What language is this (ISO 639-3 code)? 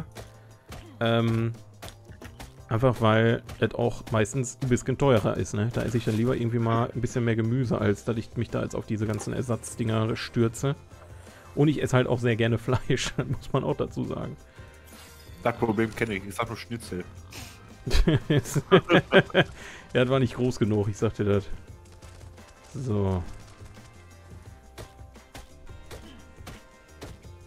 deu